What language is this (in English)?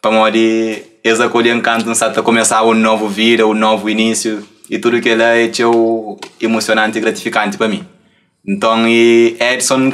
Kabuverdianu